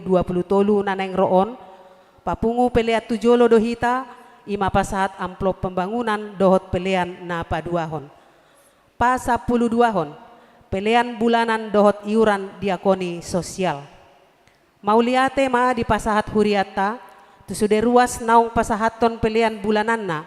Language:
Batak Toba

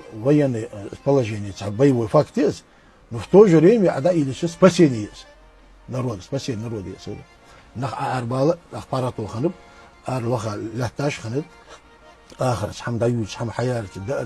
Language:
Ingush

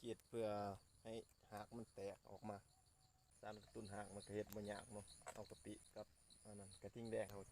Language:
Lao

